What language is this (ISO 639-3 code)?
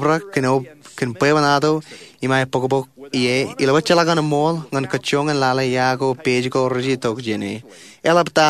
mah